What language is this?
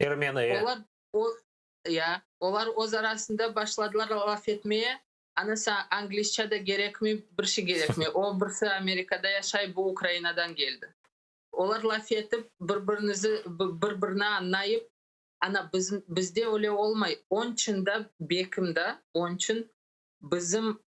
Crimean Tatar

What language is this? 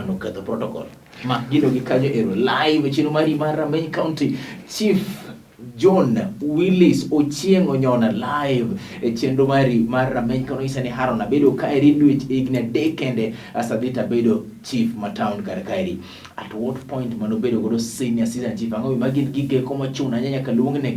Luo (Kenya and Tanzania)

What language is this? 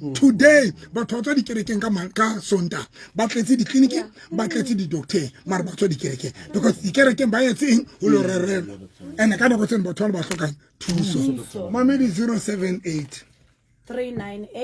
Southern Sotho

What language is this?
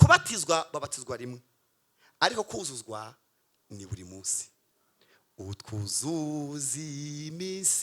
Kinyarwanda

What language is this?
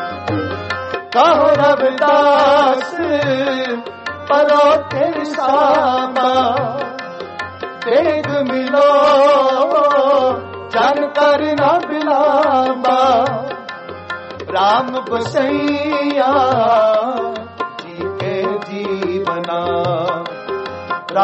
Hindi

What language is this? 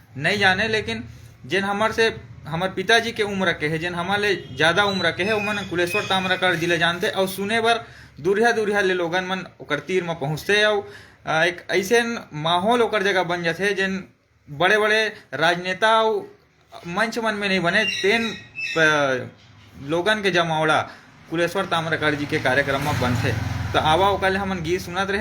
Chhattisgarhi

